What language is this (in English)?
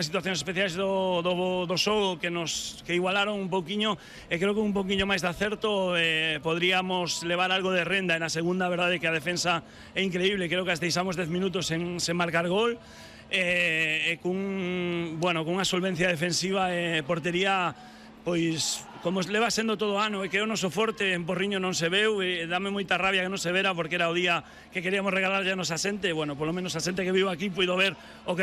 Galician